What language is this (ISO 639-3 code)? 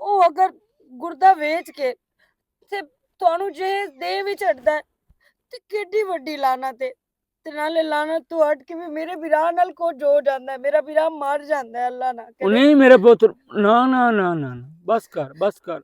lah